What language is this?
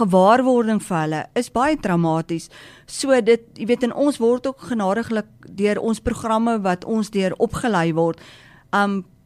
Afrikaans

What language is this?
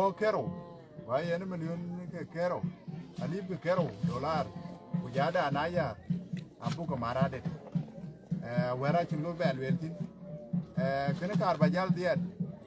Dinka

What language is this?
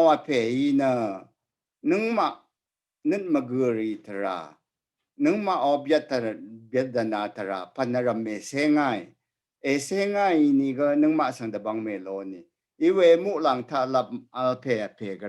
Rawang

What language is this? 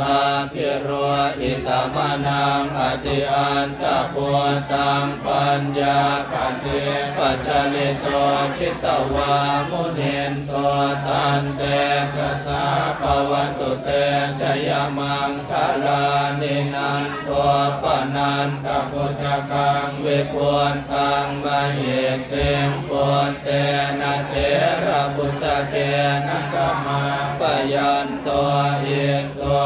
Pali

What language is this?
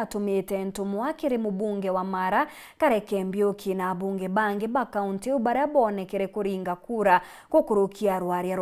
Meru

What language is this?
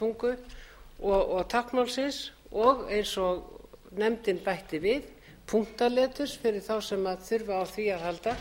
Icelandic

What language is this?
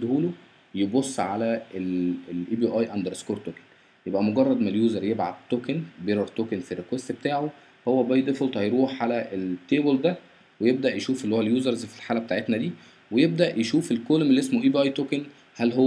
Egyptian Arabic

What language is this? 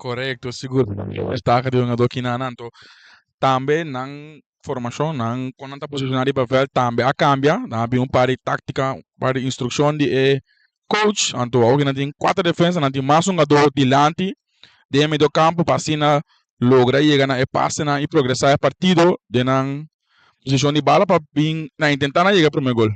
Papiamento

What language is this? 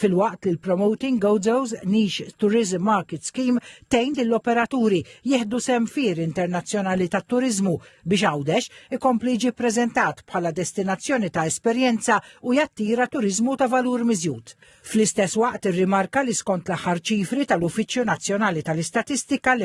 Maltese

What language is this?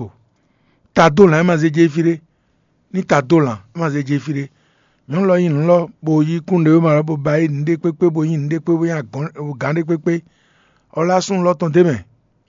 Fon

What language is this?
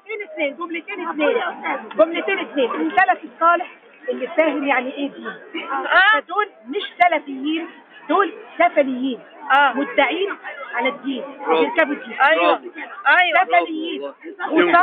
Egyptian Arabic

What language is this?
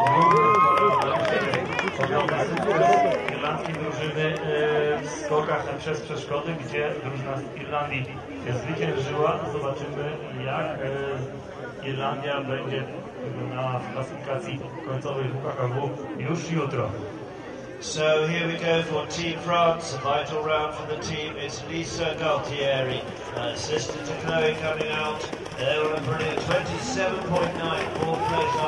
Polish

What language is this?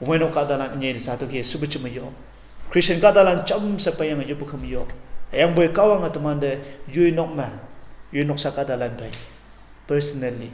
Konyak Naga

